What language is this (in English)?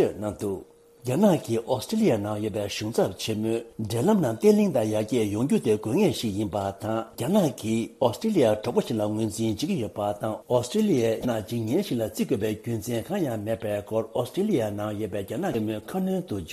Tibetan